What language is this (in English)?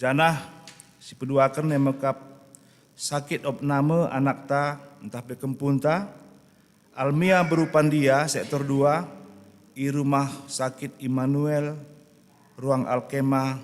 Batak Karo